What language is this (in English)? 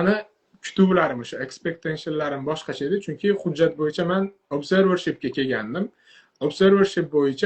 Uzbek